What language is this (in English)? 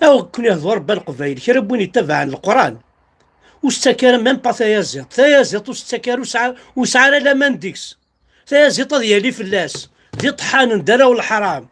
Kabyle